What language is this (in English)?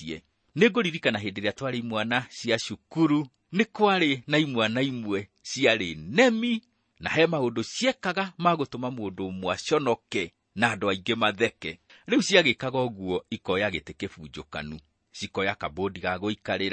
Kikuyu